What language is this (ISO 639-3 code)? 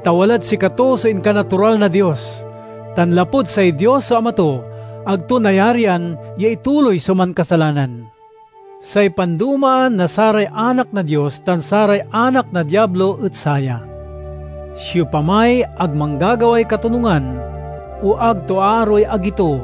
pag